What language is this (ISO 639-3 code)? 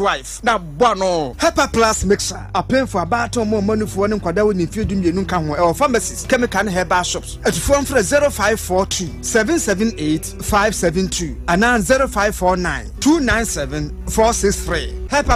aka